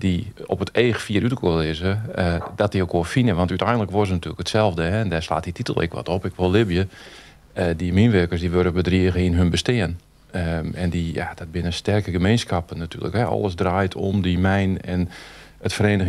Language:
Western Frisian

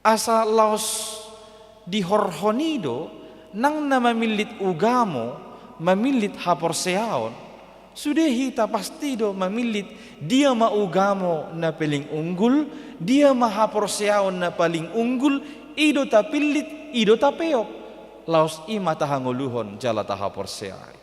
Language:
Batak Toba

